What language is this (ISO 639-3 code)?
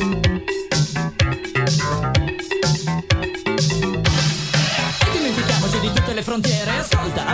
ita